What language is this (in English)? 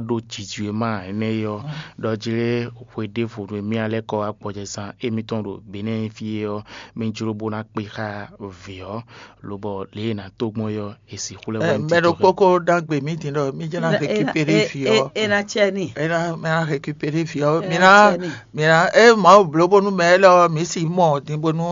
Fon